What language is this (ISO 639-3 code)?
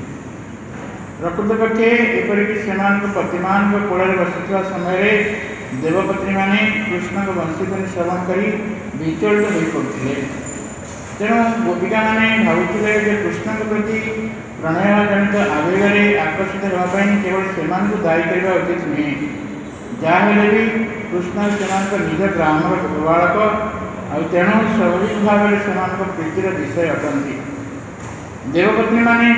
ori